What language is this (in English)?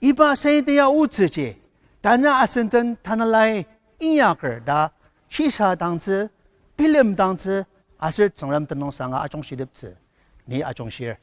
Ao Naga